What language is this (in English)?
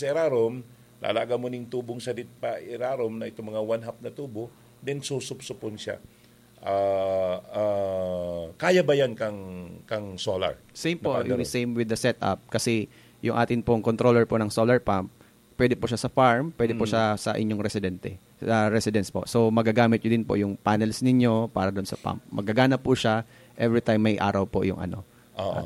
Bikol